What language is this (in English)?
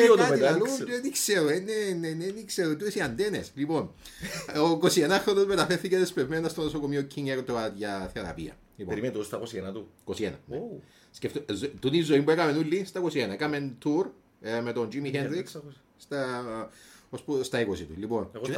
Greek